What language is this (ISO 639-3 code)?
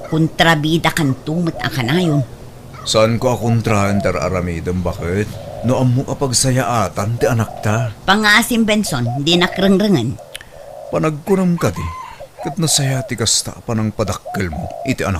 ilo